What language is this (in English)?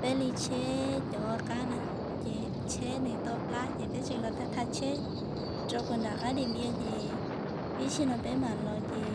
Hmong